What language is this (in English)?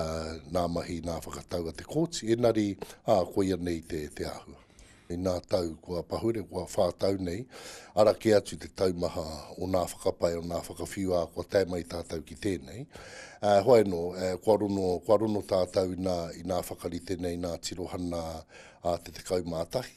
Māori